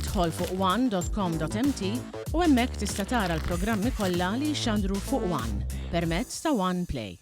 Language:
Maltese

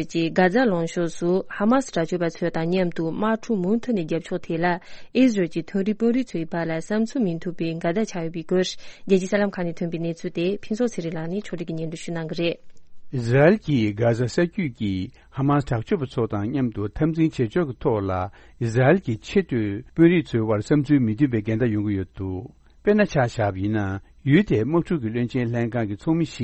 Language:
Tibetan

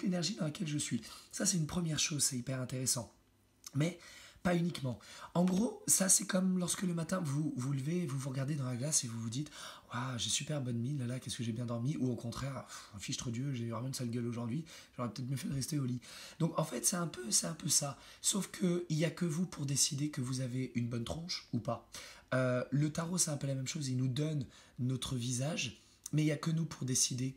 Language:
French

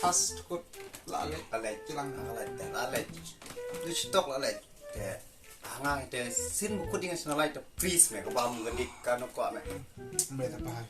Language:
Khasi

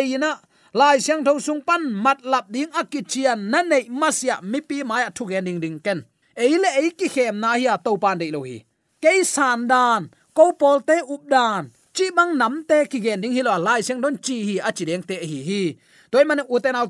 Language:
Tedim Chin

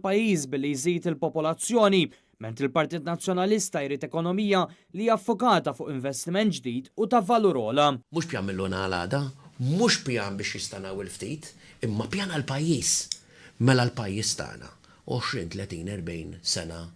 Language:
Maltese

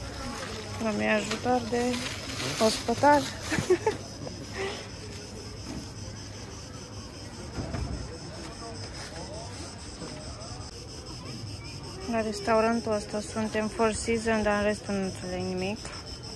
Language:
Romanian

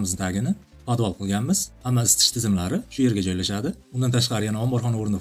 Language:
Uzbek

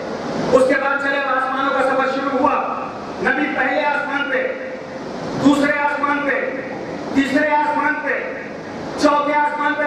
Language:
Urdu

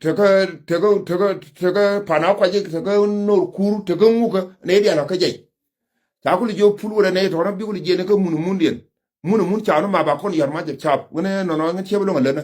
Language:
Nuer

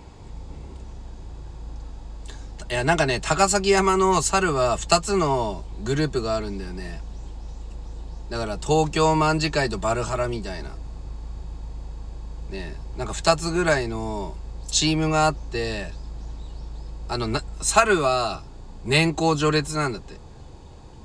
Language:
Japanese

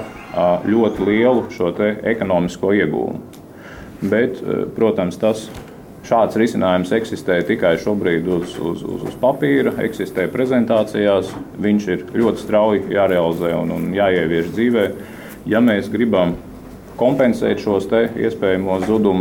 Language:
Latvian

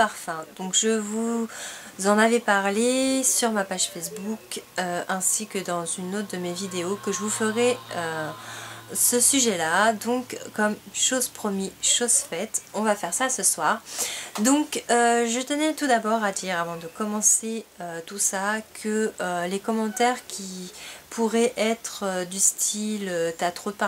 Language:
French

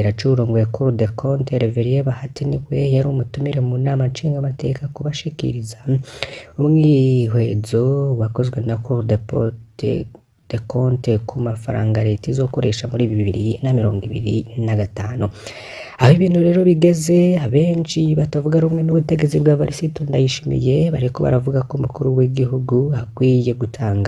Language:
Rundi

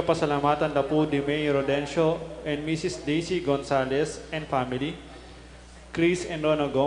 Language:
Pampanga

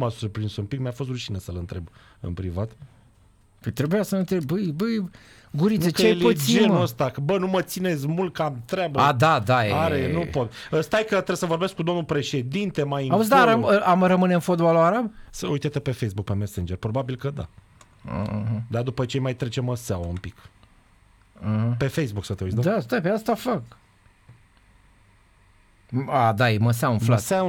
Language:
Romanian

